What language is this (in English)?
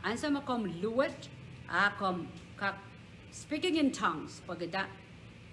Pohnpeian